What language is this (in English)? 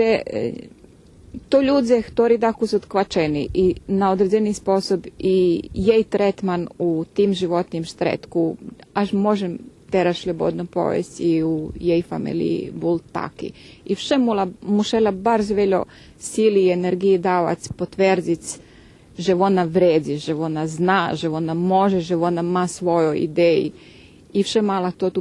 Rusyn